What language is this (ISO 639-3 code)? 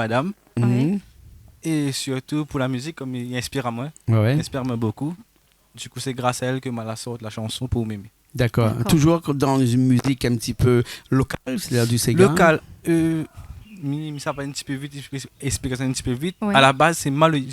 rcf